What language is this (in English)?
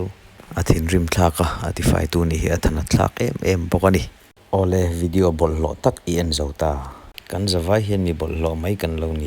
Mizo